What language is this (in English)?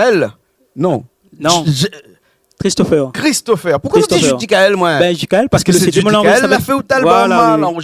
Réunion Creole French